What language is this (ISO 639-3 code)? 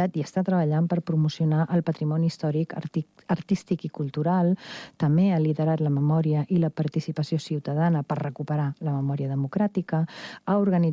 cat